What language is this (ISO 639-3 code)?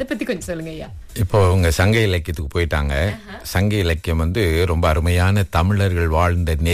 tam